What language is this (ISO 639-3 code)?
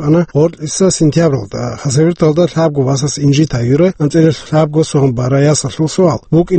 ava